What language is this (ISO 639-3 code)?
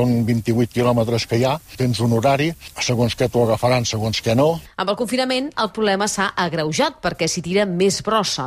cat